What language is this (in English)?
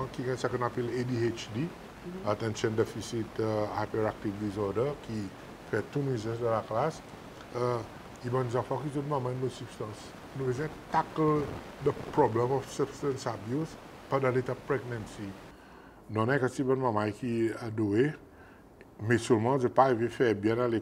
Seselwa Creole French